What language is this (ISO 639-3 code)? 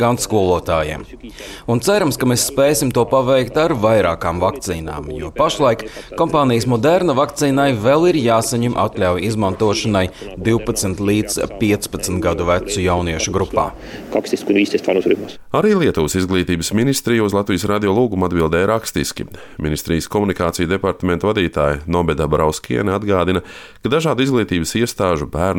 lav